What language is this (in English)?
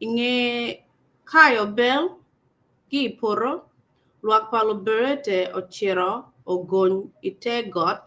Acoli